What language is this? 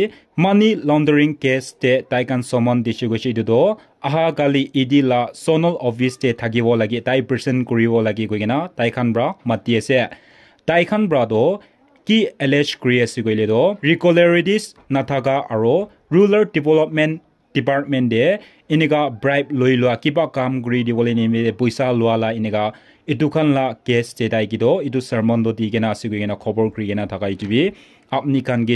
Naga Pidgin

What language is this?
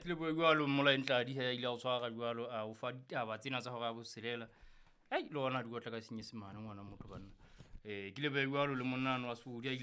Southern Sotho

